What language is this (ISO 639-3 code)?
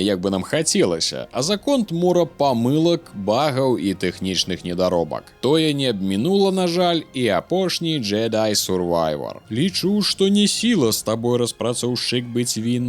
bel